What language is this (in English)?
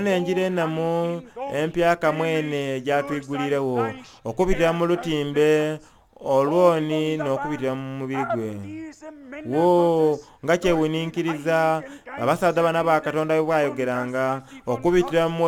Soga